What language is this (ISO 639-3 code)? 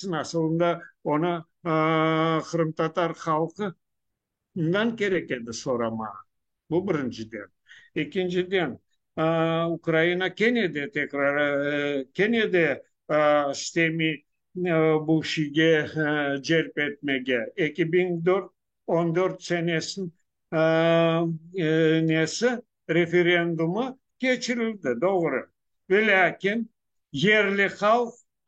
crh